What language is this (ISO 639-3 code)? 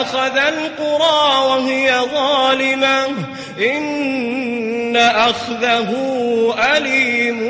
mrw